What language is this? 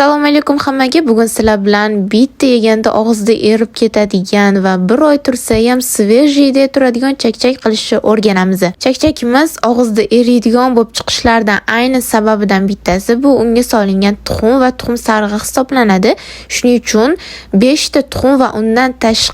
Uzbek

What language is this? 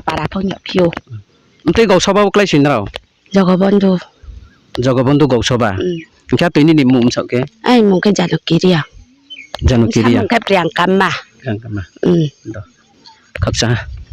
Riang (India)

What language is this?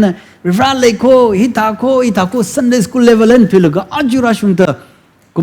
Tangkhul Naga (India)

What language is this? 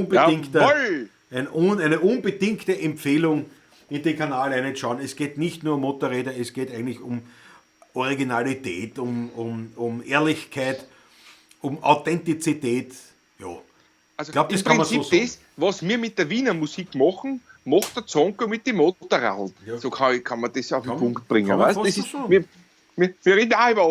Bavarian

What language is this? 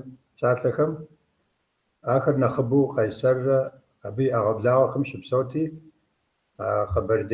Kabardian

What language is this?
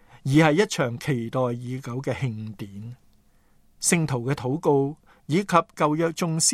Cantonese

